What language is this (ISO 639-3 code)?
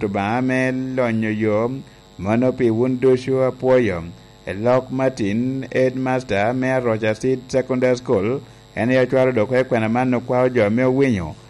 laj